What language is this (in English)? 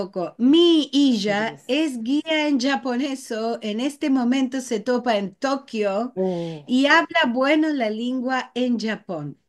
Ladino